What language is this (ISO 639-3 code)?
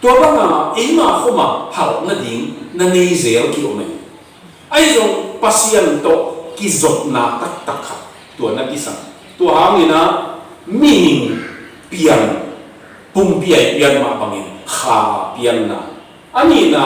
ctd